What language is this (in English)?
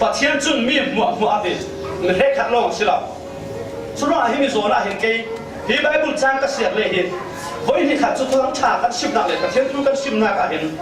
Falam Chin